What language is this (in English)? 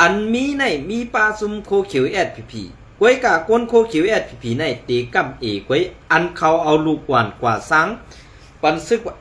Shan